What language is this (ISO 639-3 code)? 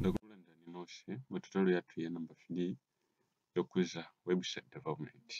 nya